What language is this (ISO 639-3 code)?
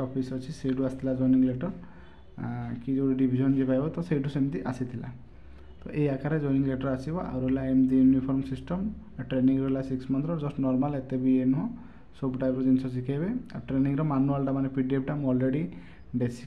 ori